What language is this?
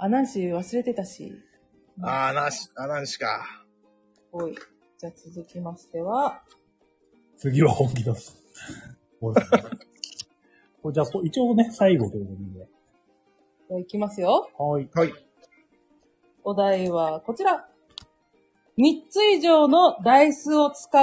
Japanese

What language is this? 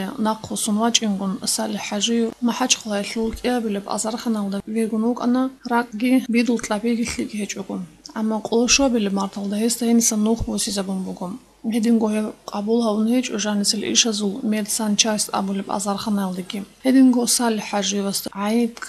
Avaric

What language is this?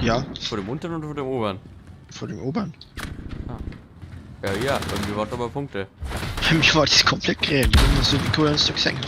Bavarian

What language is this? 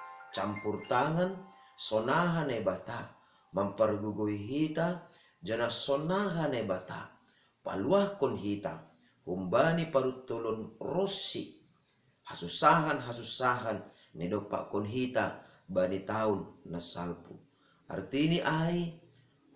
Batak Simalungun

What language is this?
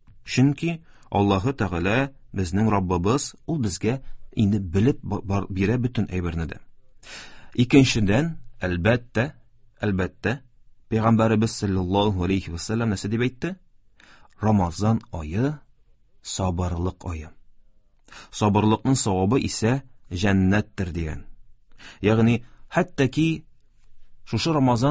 Tatar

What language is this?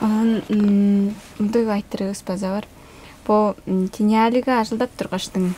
Tuvinian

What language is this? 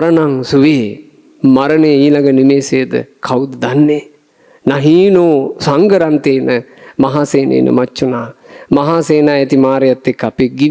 Sinhala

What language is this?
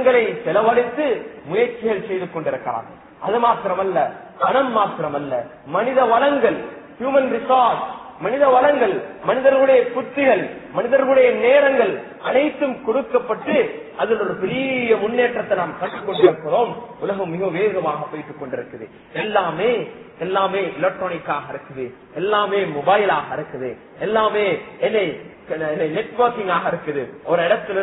Tamil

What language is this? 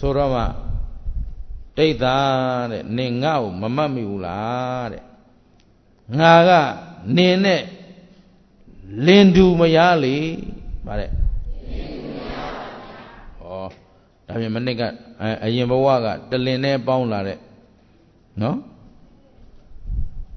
Burmese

